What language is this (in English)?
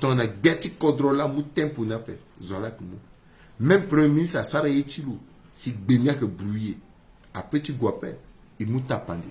Sango